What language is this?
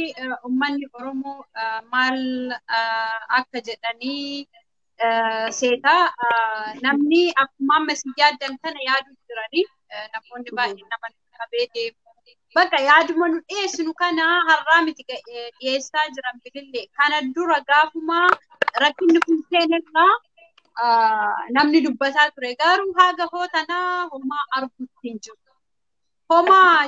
Oromo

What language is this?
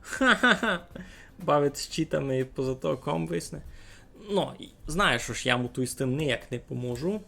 Rusyn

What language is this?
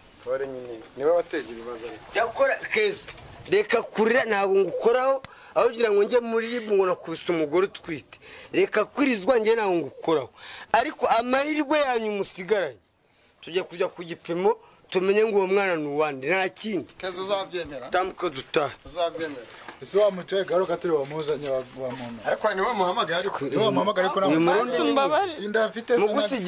Kinyarwanda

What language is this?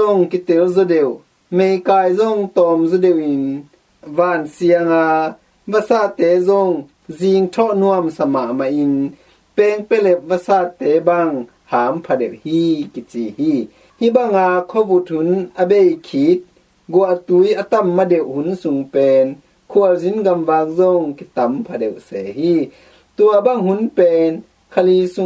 Tedim Chin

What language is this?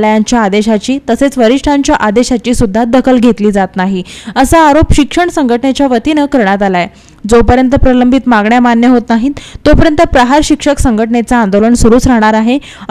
Marathi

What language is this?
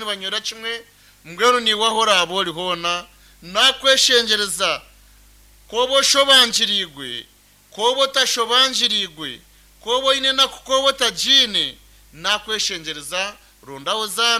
Nyankole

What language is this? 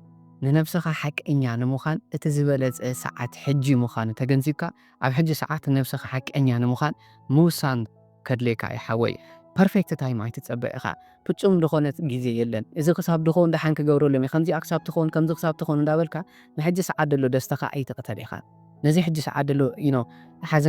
Tigrinya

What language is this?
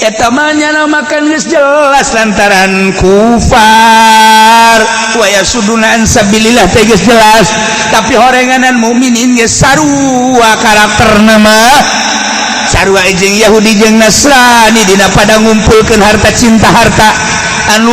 Sundanese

